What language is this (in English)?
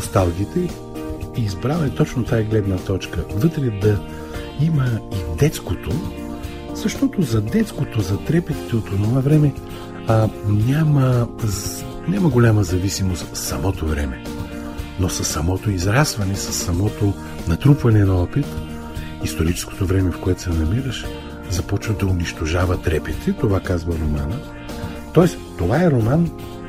Bulgarian